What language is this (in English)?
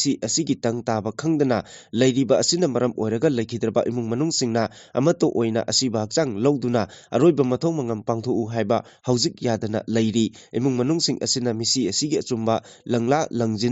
Manipuri